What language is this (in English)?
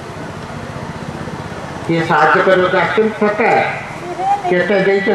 Odia